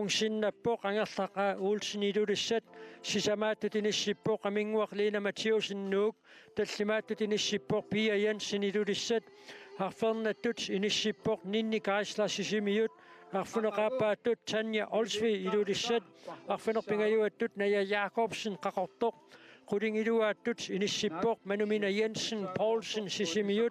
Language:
Kalaallisut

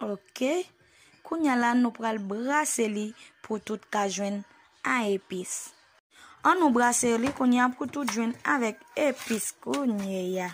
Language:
Haitian Creole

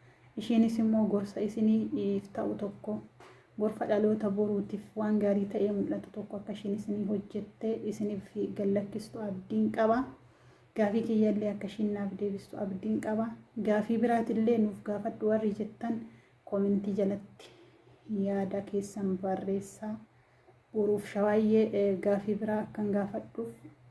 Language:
Oromo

